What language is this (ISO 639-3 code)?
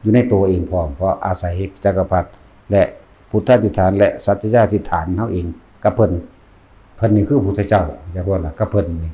tts